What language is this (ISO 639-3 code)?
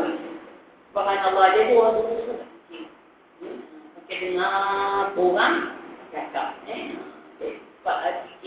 msa